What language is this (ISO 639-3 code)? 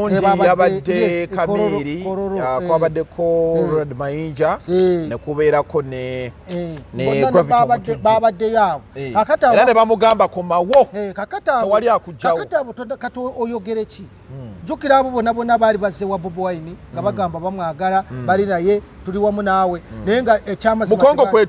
lug